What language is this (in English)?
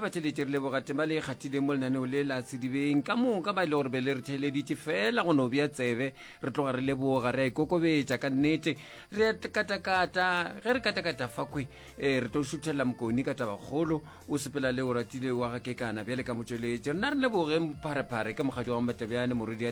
Northern Sotho